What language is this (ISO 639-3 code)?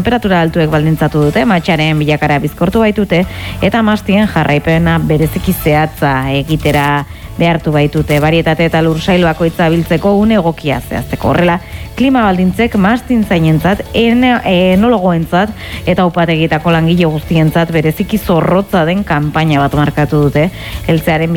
eus